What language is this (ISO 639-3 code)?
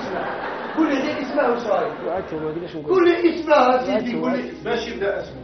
arq